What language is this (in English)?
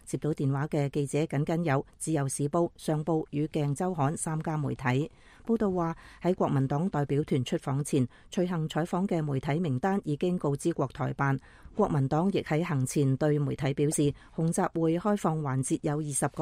Cantonese